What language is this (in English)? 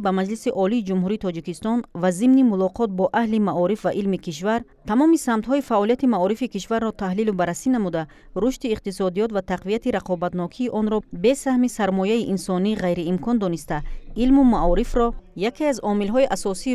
Tajik